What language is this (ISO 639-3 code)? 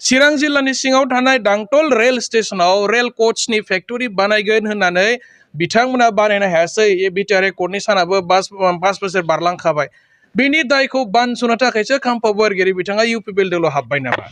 brx